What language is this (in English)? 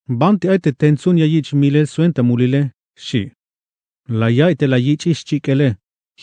Tzeltal